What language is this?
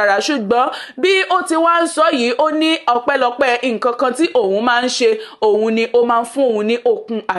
Yoruba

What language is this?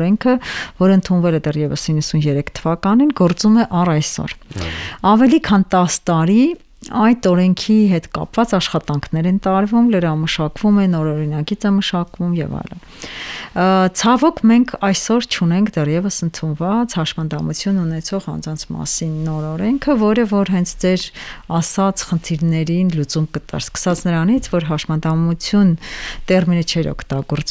Armenian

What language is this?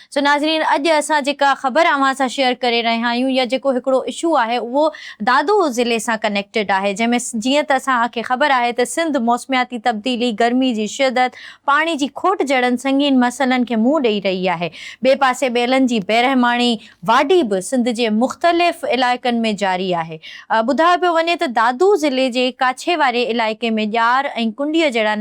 Sindhi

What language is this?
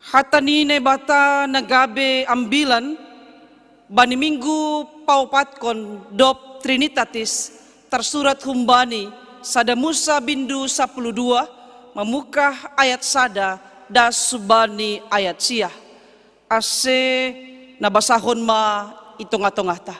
Batak Simalungun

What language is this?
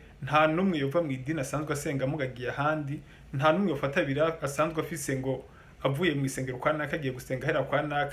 Rundi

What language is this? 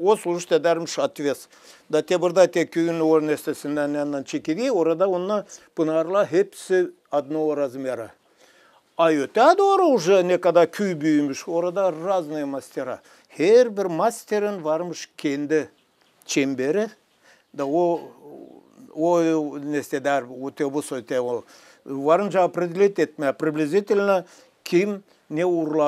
Gagauz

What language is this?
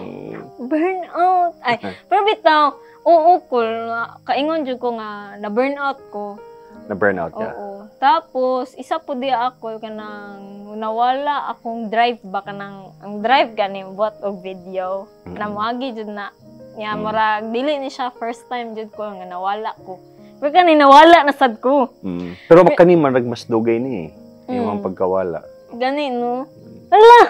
Cebuano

